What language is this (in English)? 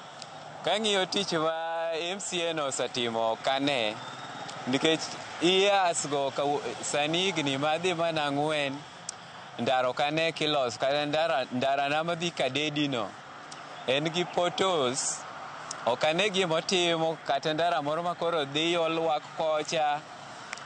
Luo (Kenya and Tanzania)